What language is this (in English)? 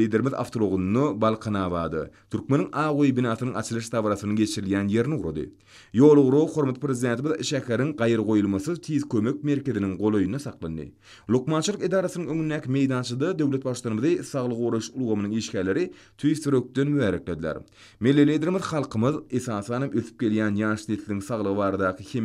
Turkmen